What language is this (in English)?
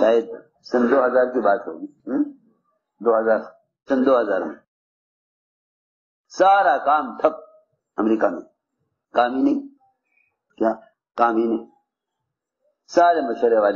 Urdu